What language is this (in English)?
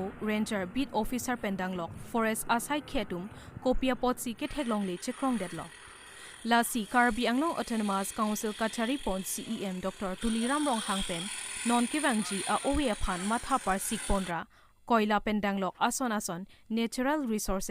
Karbi